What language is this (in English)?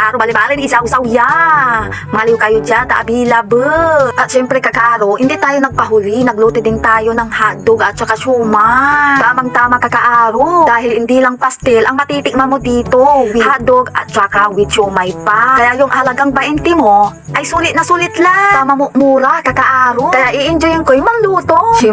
Pangasinan